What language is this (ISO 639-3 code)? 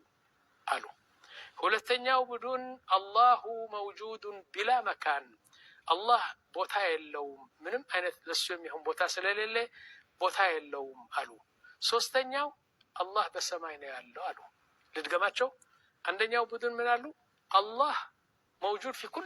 amh